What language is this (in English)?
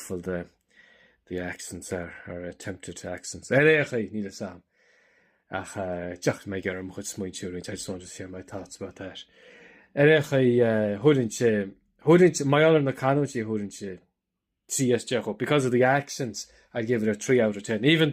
Irish